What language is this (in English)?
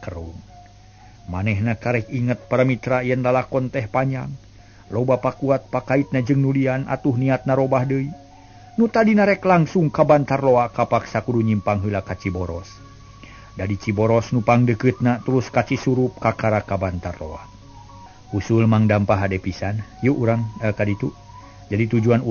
Sundanese